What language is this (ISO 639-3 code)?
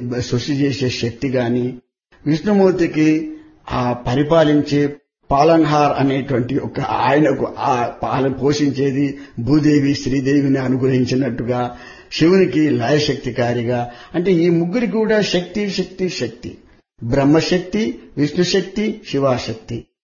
tel